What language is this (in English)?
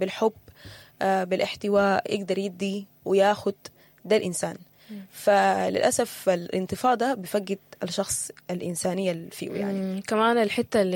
Sudanese Arabic